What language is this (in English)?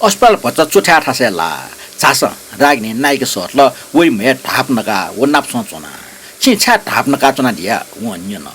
Newari